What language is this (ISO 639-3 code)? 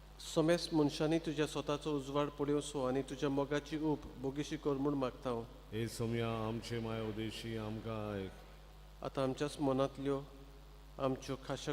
kok